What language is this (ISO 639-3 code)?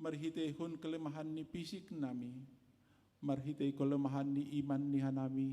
bts